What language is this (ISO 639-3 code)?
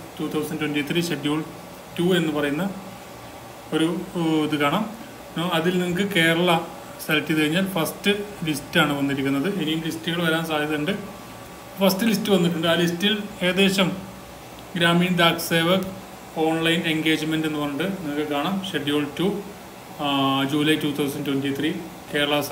mal